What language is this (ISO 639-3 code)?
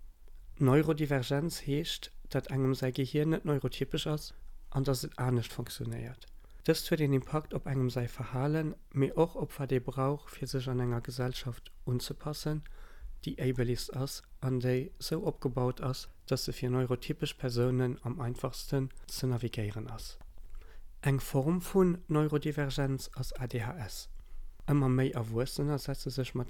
ltz